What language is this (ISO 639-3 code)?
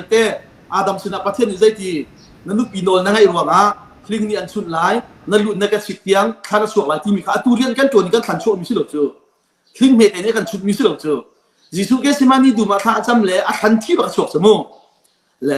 cnh